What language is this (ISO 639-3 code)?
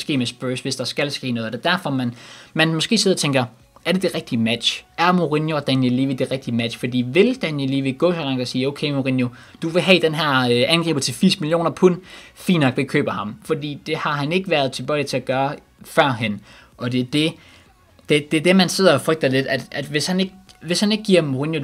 dan